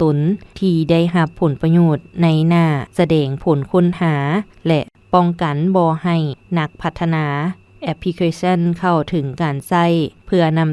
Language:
Lao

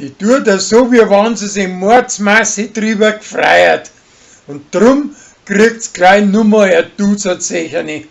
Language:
Bavarian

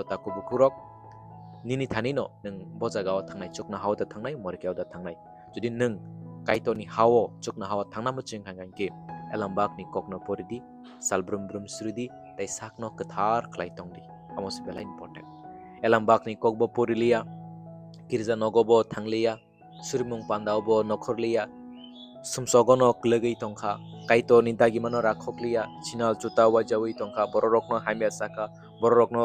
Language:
Kok Borok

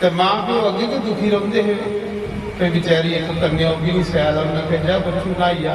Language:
Dogri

